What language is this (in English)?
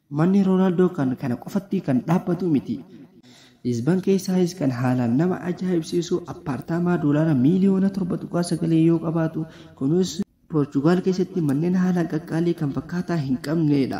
Oromo